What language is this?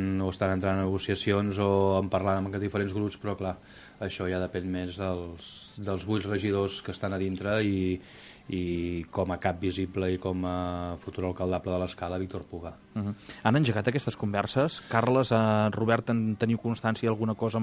Catalan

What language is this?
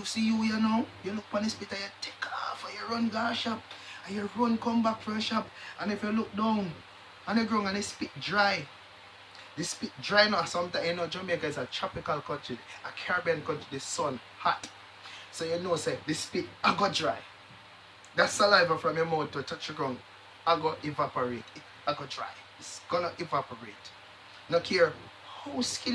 Jamaican Creole English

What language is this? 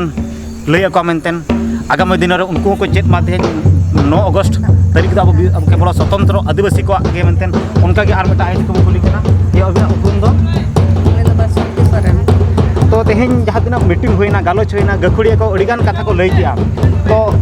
Santali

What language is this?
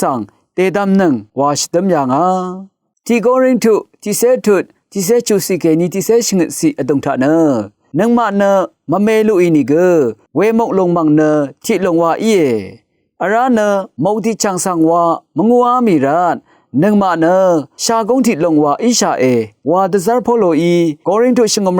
Rawang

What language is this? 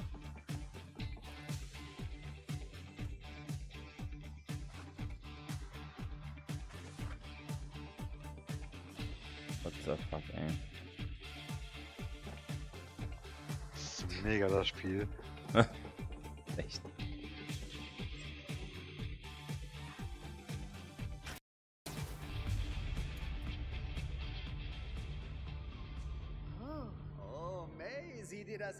German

